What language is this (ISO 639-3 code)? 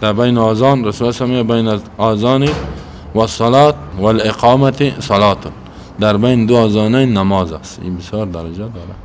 fas